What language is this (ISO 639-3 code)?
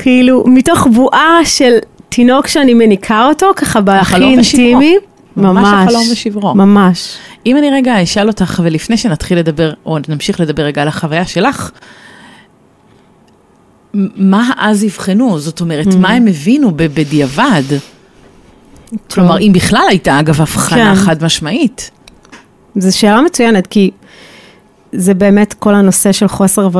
heb